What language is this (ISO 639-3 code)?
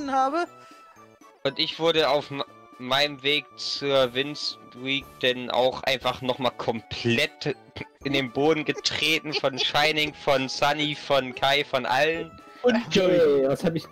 deu